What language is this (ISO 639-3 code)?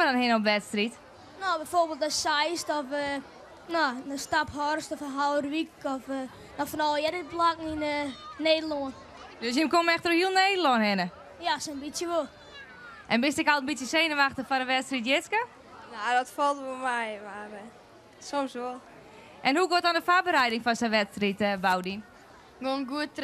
fry